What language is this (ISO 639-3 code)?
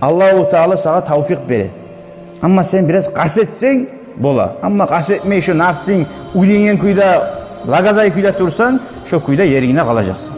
kum